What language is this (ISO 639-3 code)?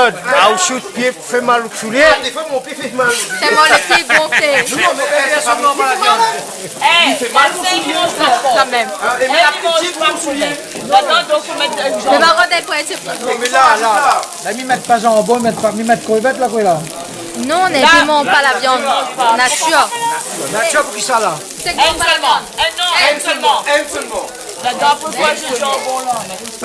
rcf